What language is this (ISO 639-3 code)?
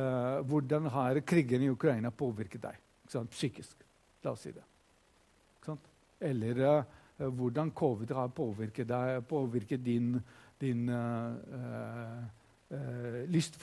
nor